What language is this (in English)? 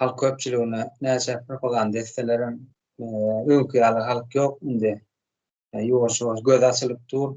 Turkmen